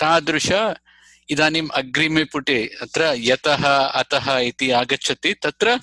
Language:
Sanskrit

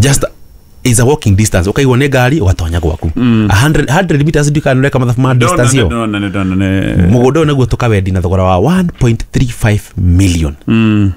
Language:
Kikuyu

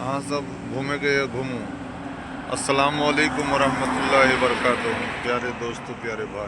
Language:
Maithili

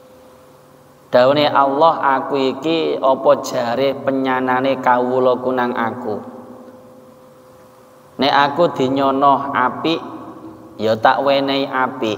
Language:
Javanese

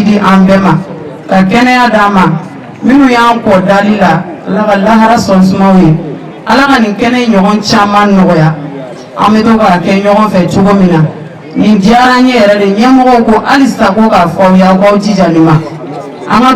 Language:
Bambara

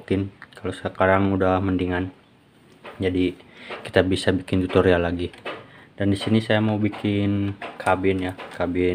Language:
Indonesian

